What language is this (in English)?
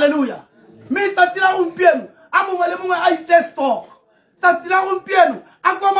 Tswana